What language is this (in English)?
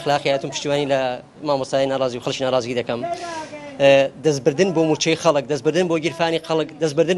Central Kurdish